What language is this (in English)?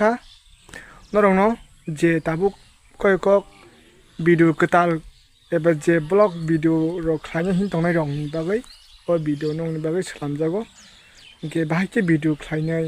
Kok Borok